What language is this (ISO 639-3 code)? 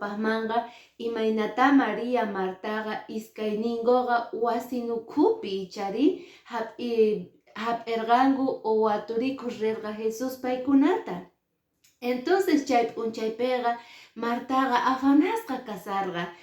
que